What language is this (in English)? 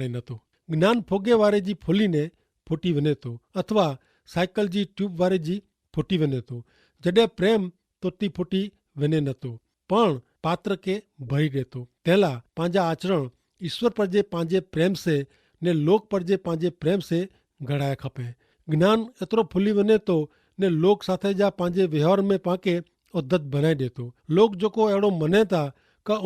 Kachhi